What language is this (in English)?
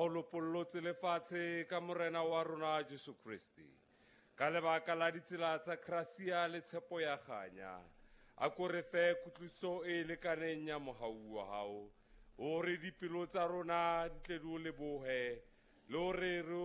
Southern Sotho